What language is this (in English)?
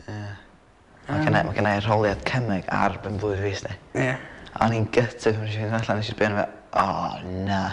Welsh